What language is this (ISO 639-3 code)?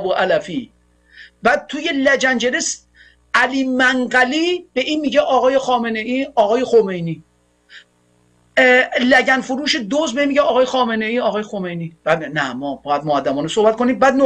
fas